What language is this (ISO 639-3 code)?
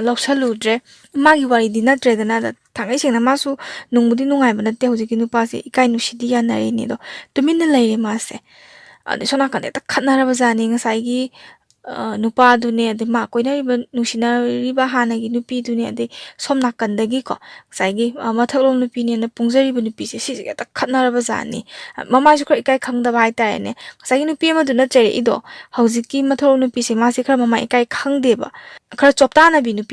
mni